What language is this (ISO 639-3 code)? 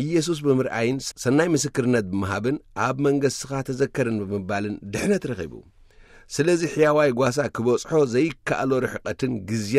tir